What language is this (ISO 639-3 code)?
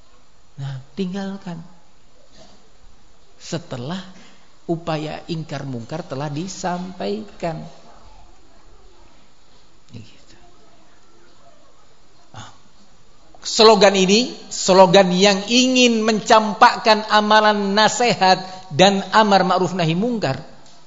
ind